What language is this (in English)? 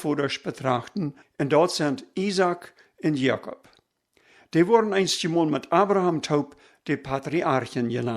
Plautdietsch